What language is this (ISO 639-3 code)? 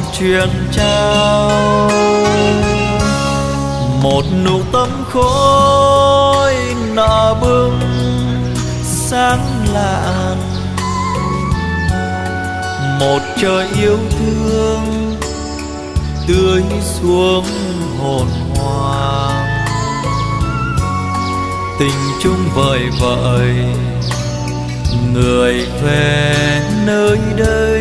vie